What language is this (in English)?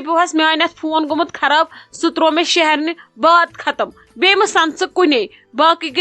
Kashmiri